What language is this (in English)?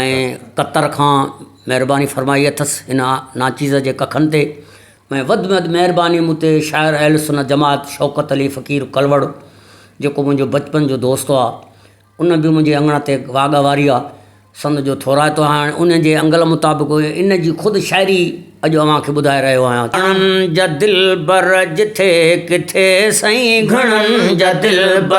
Sindhi